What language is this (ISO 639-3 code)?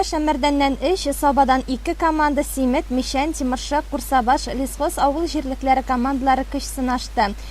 tat